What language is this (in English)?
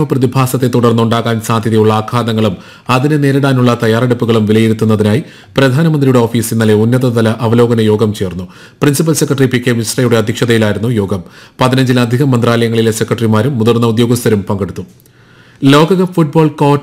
Malayalam